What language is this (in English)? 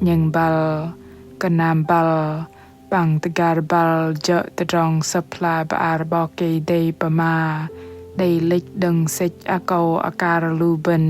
Bahnar